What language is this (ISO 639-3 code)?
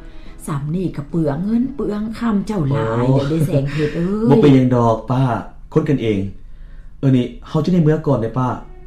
lao